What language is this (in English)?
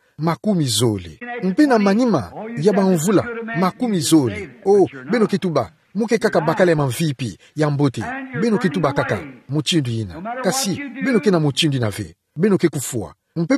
Kituba (Democratic Republic of Congo)